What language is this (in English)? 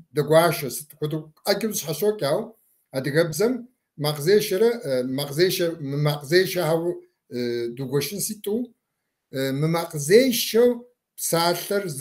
Kabardian